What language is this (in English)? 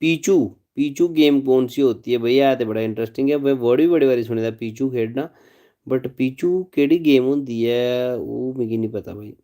Dogri